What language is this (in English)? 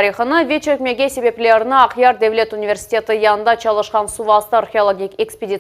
Crimean Tatar